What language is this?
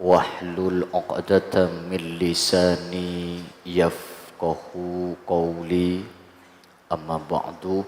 Madurese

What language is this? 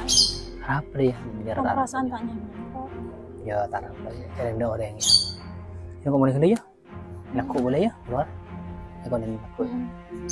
Madurese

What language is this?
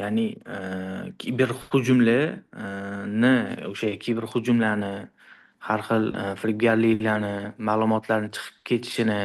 Uzbek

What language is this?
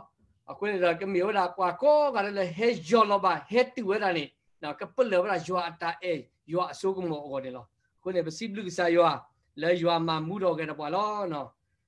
S'gaw Karen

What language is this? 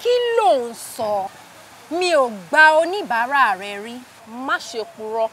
Yoruba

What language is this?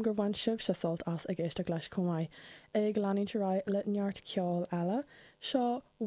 Irish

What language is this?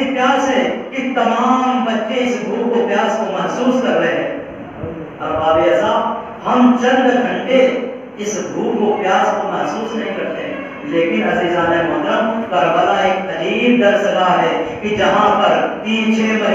Urdu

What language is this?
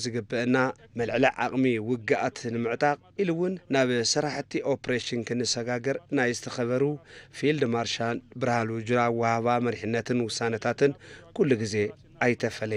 Tigrinya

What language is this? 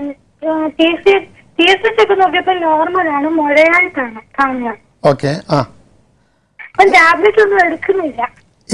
Malayalam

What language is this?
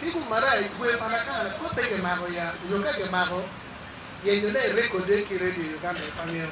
Acoli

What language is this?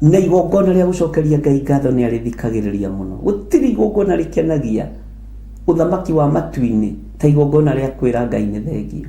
Kikuyu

